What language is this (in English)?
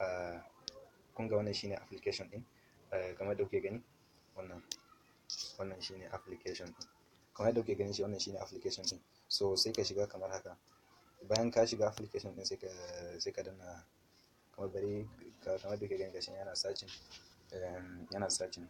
Hausa